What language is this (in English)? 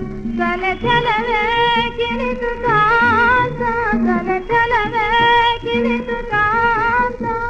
Kannada